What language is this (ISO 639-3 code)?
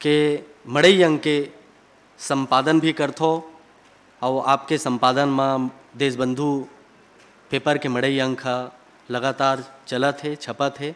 hne